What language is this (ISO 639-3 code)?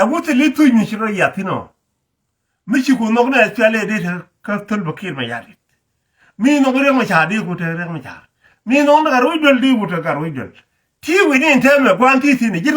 nus